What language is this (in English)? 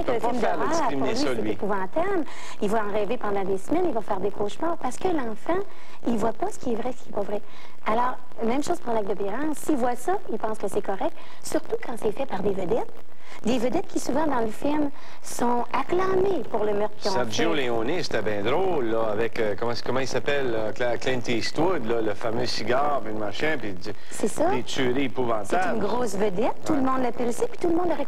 French